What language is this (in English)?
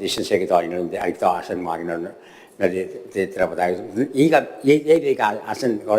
Gilbertese